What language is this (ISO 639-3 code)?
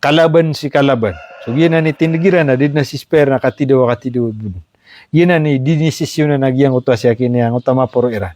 mrw